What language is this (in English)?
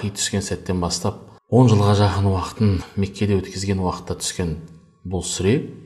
Kazakh